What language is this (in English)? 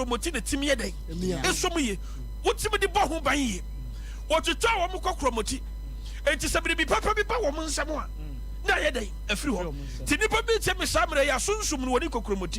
Akan